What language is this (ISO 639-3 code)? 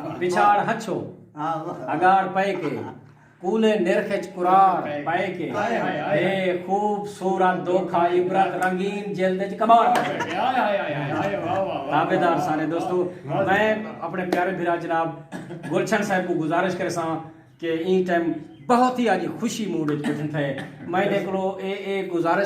skr